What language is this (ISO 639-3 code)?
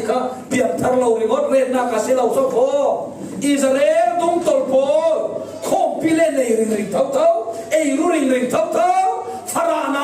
cfm